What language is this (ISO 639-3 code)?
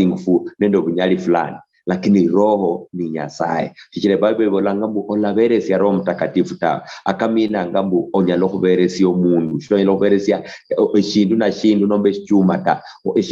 luy